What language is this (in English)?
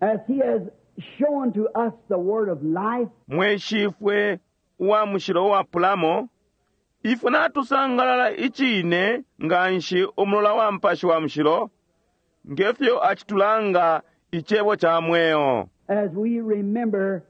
Bemba